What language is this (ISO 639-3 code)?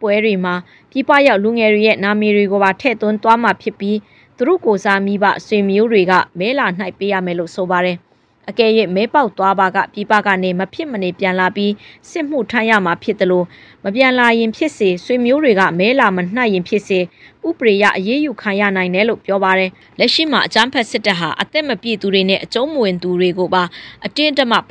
mya